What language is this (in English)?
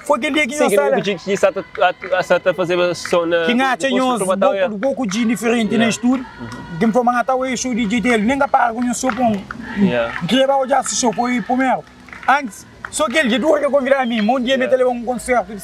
Kabuverdianu